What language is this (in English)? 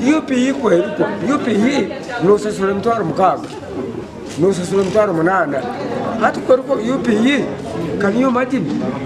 Nyankole